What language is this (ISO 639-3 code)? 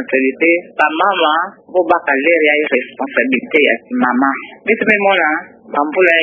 ktu